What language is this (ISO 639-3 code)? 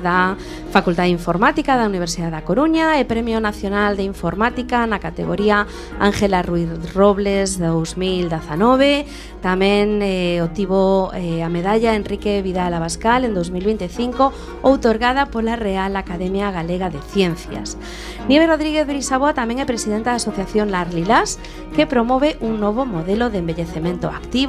glg